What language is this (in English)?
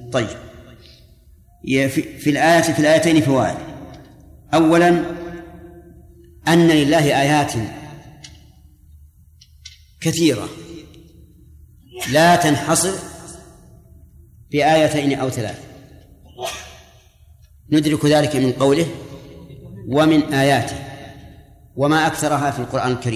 Arabic